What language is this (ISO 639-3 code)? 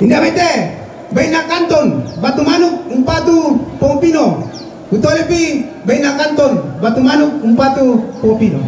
sda